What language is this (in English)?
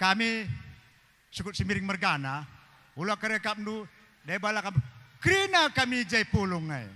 Batak Karo